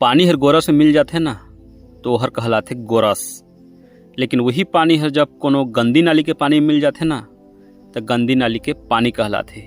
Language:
Chhattisgarhi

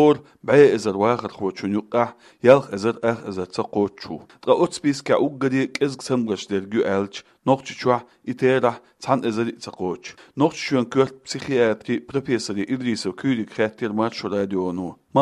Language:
Chechen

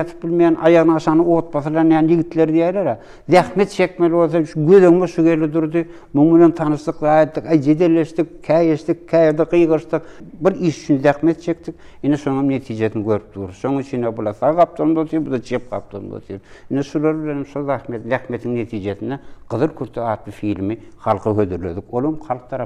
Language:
Turkmen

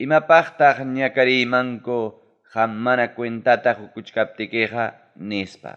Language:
Ayacucho Quechua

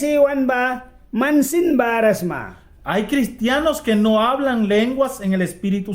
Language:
Mískito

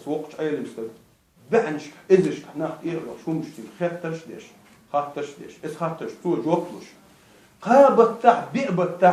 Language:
Chechen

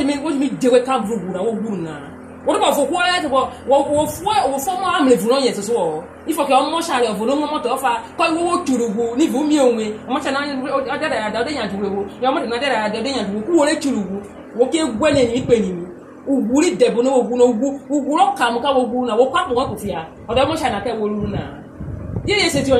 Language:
Urhobo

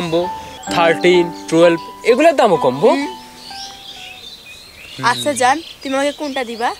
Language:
Bangla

